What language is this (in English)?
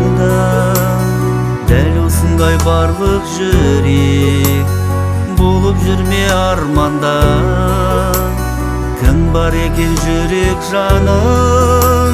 Kazakh